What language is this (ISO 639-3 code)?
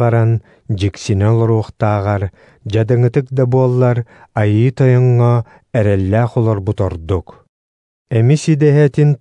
sah